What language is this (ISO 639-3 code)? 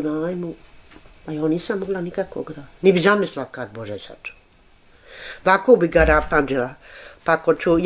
bos